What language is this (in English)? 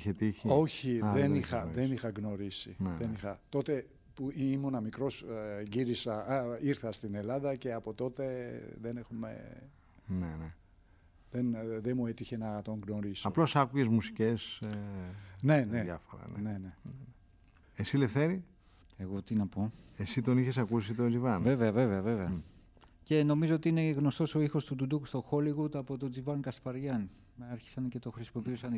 Greek